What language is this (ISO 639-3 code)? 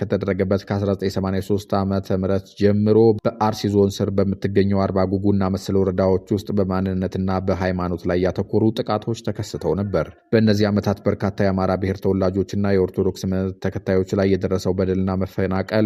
amh